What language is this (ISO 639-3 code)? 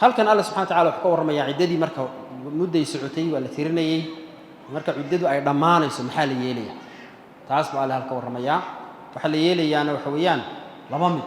som